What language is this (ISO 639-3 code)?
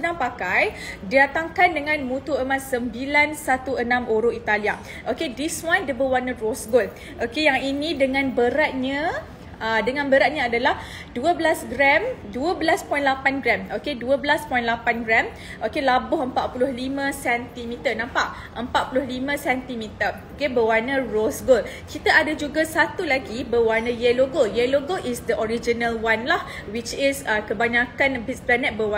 msa